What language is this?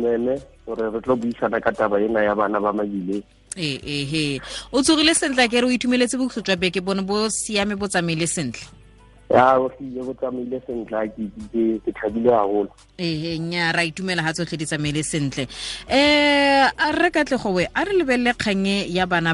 Tswana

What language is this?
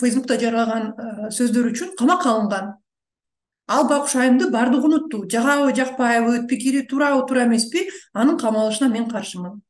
Kyrgyz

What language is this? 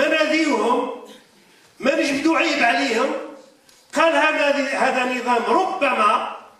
Algerian Arabic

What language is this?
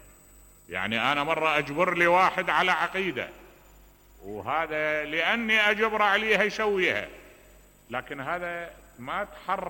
Mesopotamian Arabic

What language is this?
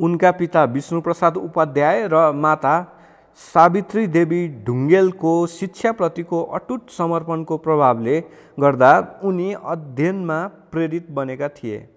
Nepali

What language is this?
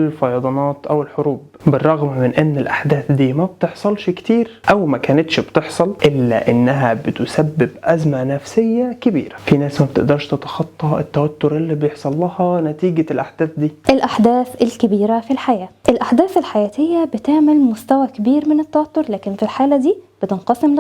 Egyptian Arabic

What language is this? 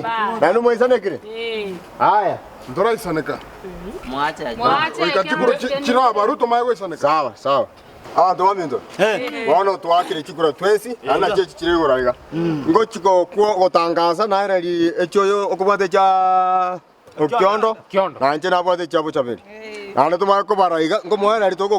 Gusii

